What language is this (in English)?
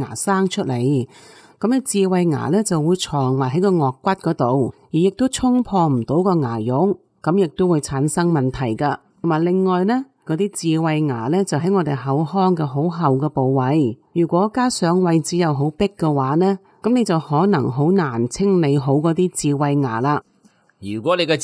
Cantonese